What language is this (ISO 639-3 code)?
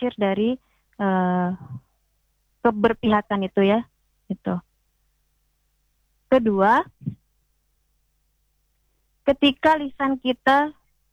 ind